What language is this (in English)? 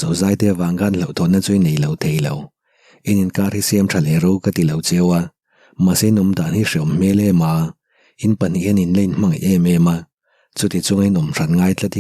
Mizo